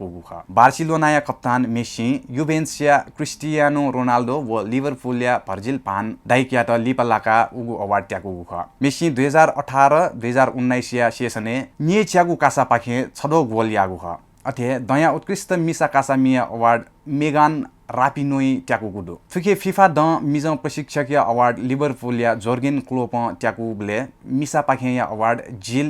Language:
Newari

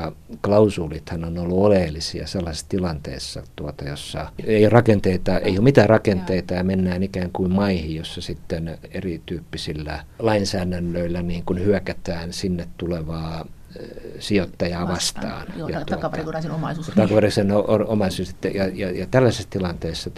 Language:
Finnish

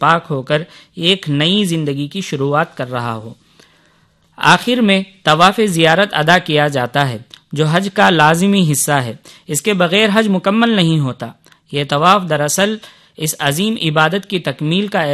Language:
Urdu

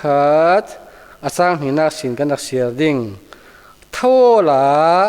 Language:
Falam Chin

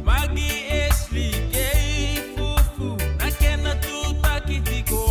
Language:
Fijian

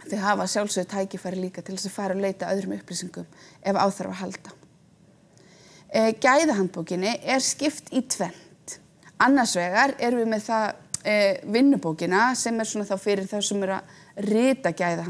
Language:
Icelandic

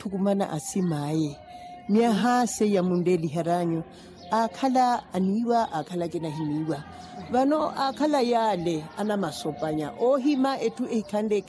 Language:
Makhuwa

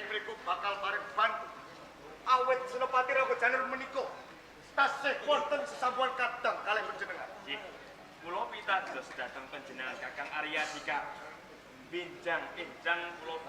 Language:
Javanese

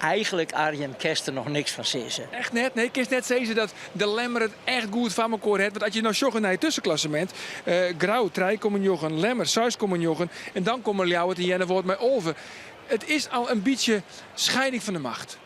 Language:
Western Frisian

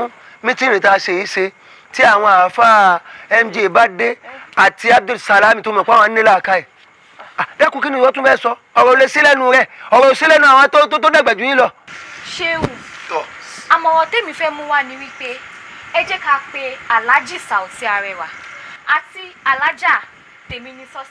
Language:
Yoruba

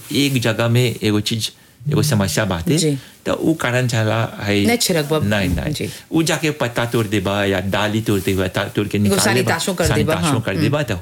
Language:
Bhojpuri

